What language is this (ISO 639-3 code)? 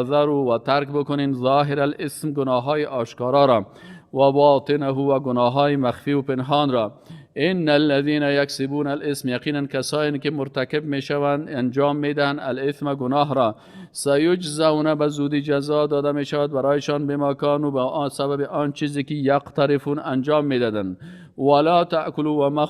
fas